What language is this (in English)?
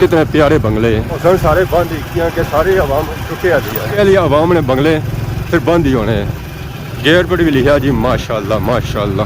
Pahari-Potwari